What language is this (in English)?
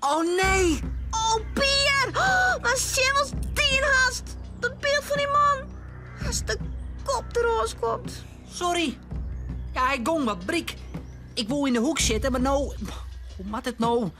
Western Frisian